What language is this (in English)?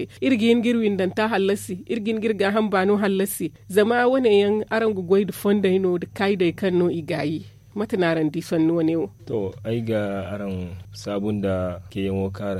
Zarma